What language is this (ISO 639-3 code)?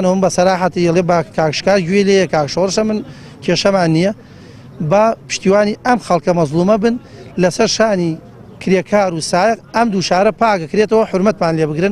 ckb